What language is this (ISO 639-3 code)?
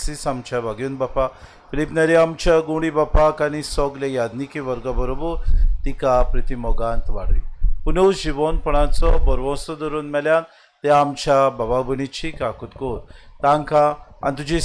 kok